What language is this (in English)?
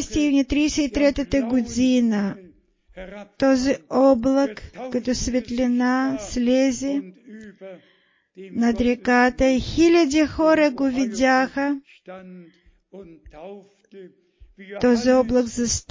Bulgarian